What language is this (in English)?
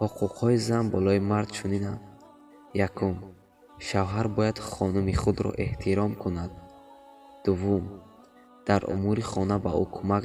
Tajik